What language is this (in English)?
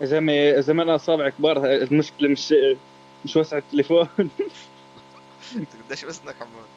North Levantine Arabic